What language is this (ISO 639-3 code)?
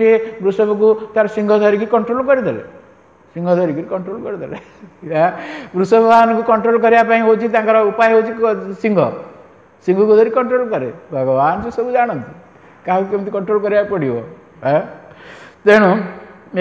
ori